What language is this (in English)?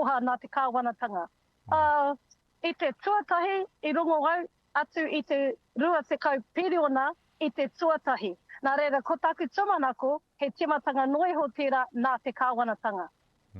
Māori